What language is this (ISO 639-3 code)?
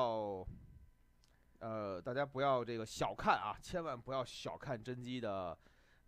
zho